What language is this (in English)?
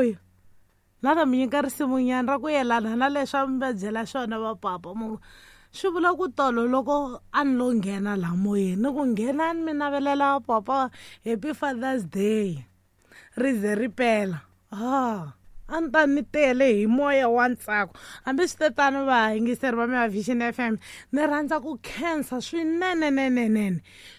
Tsonga